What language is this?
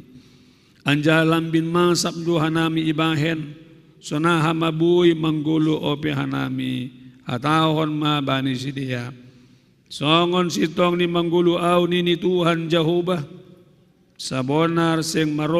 Batak Simalungun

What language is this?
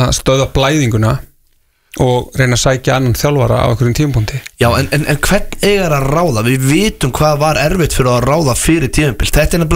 Icelandic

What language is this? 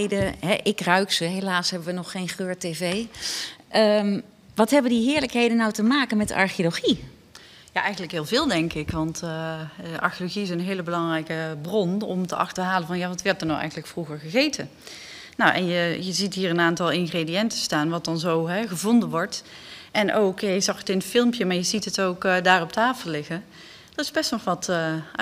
Dutch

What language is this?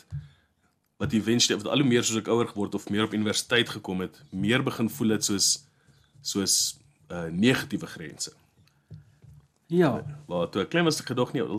Afrikaans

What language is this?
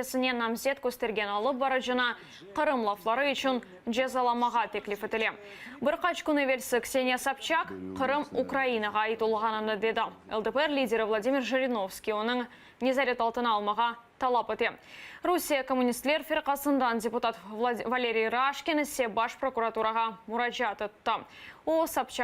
Crimean Tatar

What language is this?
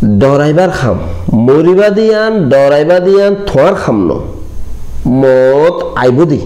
Rohingya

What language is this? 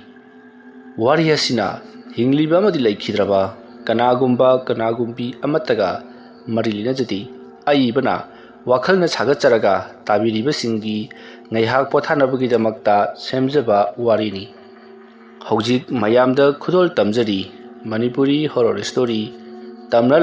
Manipuri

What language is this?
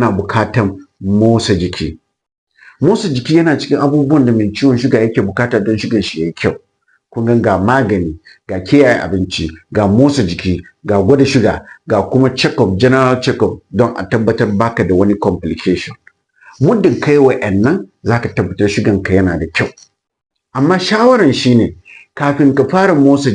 Hausa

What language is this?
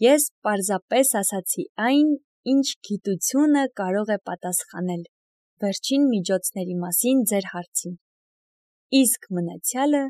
Armenian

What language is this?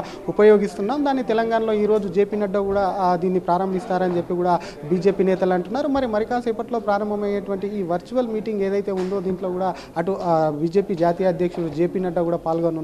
Telugu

